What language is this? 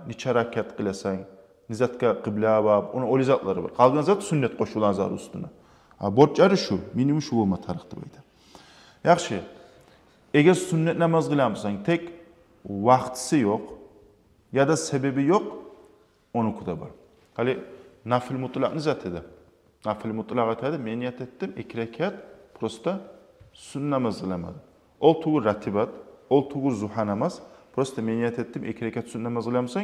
Kumyk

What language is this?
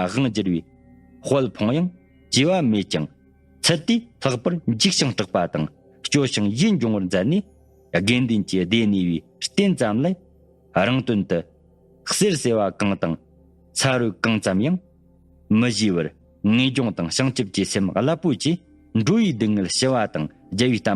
Tibetan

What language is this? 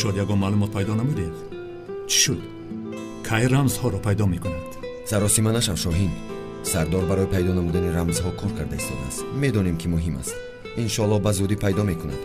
Tajik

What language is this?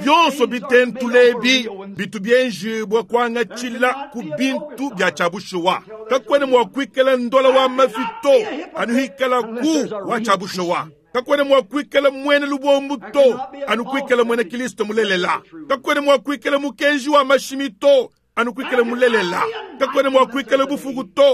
Luba-Lulua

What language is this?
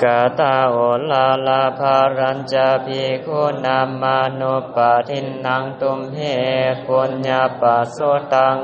Pali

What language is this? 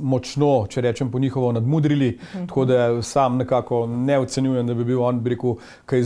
Slovenian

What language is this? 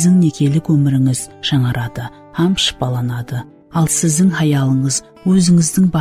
Kara-Kalpak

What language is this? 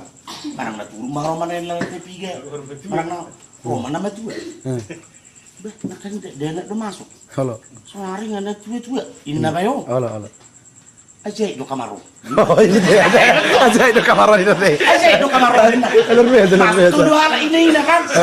Batak Toba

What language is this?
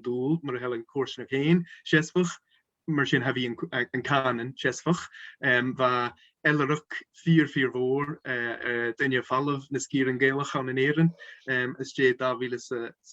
Scottish Gaelic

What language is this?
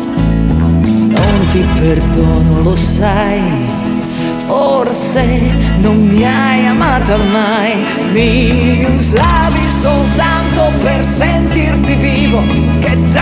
Italian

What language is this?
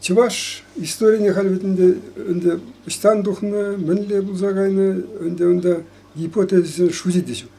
Chuvash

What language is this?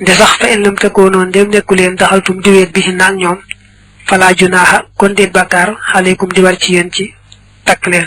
Wolof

